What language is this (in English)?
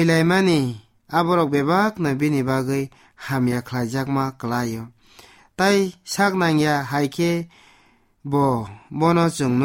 Kok Borok